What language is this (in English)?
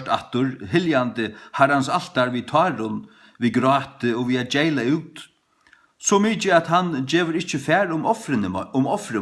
Faroese